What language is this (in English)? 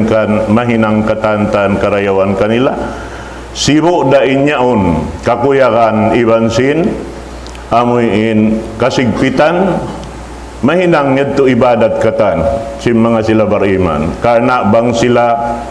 Tausug